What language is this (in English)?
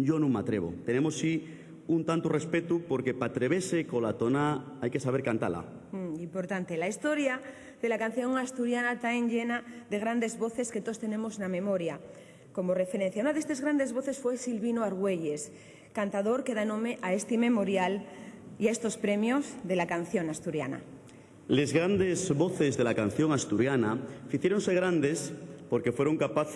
Asturian